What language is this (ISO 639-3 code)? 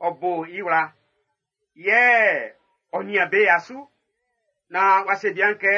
bci